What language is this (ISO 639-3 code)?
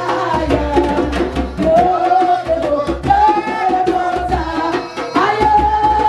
eng